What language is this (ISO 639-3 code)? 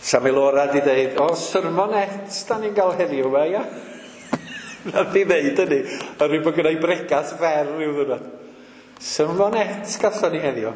cym